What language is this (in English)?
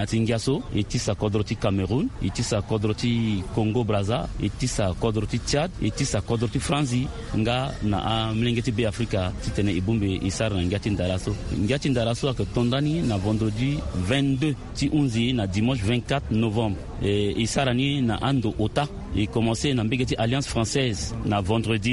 Sango